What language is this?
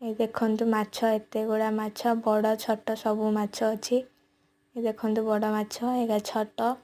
Odia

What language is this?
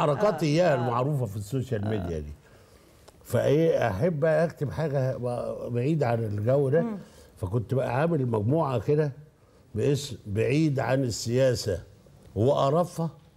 Egyptian Arabic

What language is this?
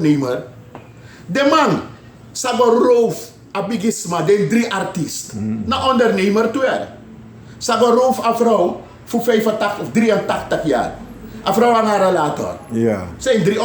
Sranan Tongo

